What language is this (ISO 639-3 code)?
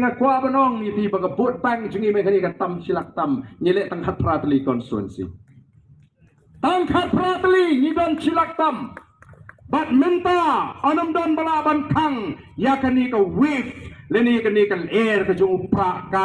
kha